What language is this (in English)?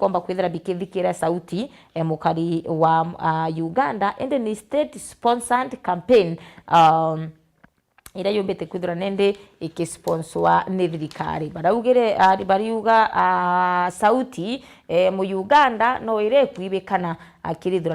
Meru